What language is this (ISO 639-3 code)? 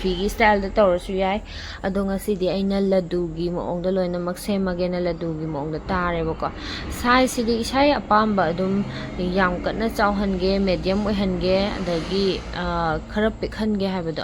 mni